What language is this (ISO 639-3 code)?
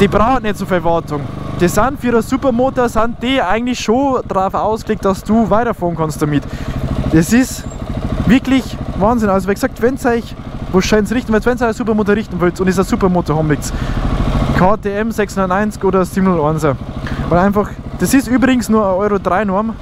bar